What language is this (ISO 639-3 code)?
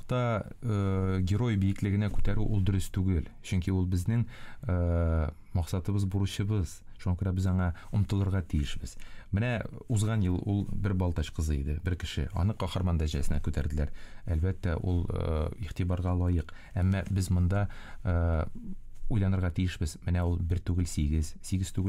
tat